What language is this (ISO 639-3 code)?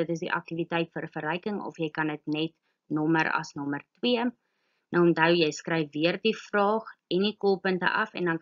afr